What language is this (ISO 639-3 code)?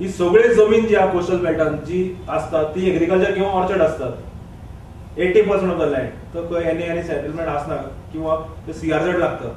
kok